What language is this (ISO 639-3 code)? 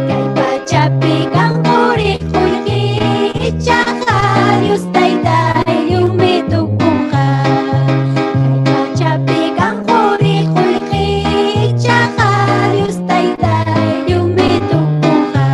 quy